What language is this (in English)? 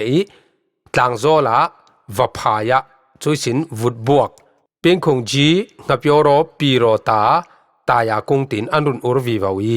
Falam Chin